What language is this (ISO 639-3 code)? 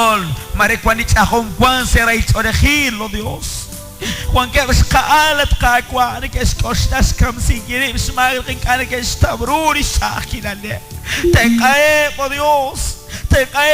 kek